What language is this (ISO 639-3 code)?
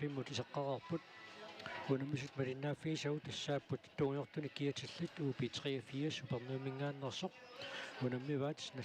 kal